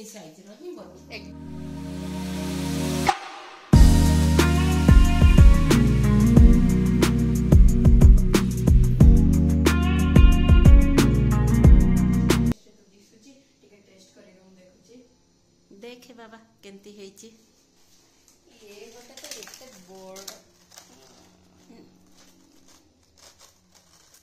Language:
Odia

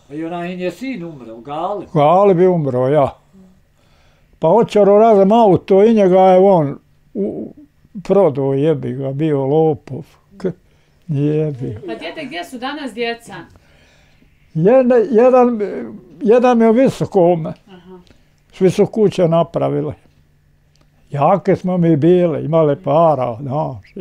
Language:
Bosnian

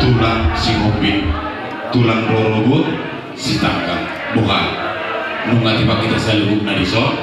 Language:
Batak Toba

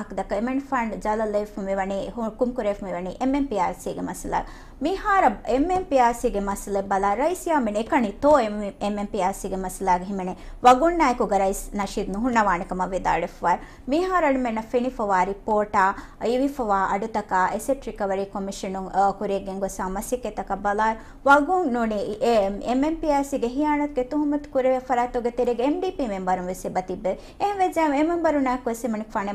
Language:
Divehi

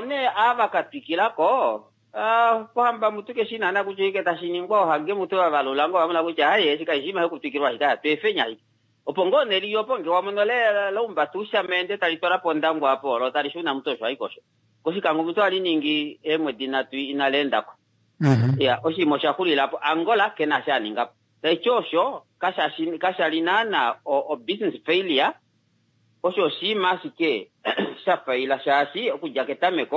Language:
Kuanyama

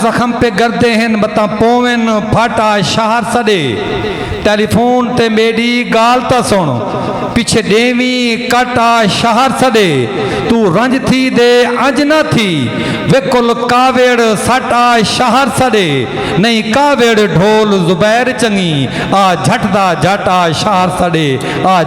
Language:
Saraiki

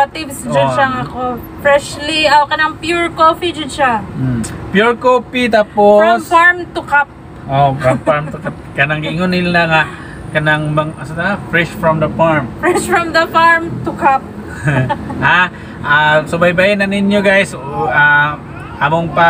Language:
Cebuano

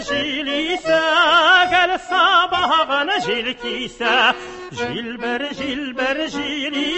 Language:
Tatar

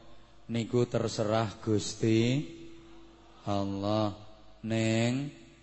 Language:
Javanese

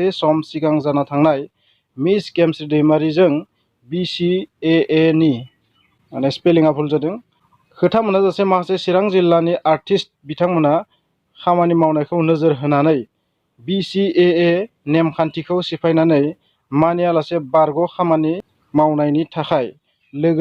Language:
Bodo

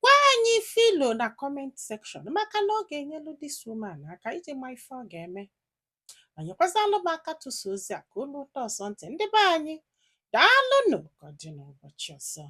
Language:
Igbo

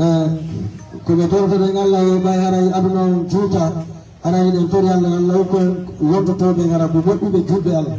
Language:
Fula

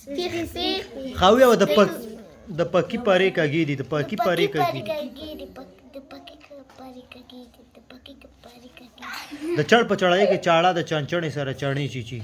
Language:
Pashto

